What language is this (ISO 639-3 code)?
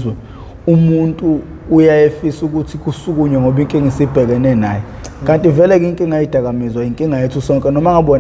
zul